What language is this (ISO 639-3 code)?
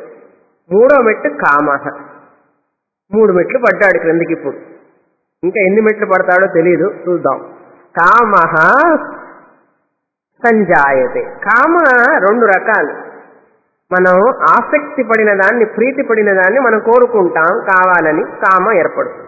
tel